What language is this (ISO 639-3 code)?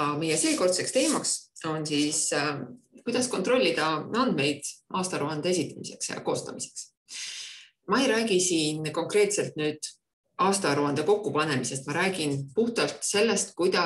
est